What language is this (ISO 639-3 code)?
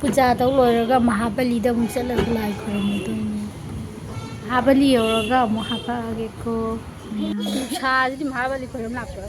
mni